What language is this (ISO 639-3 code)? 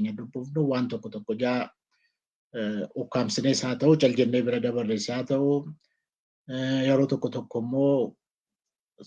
orm